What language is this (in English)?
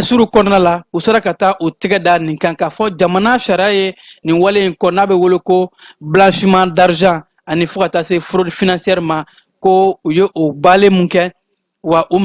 Bambara